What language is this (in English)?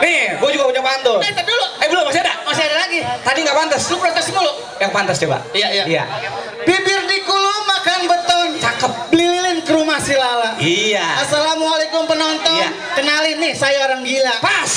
Betawi